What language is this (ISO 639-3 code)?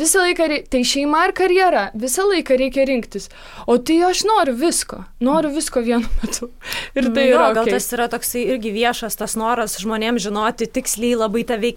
lit